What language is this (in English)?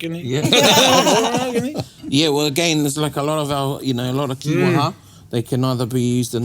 Māori